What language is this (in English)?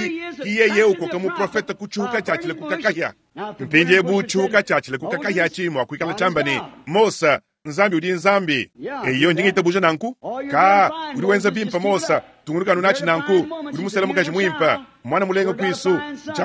Luba-Lulua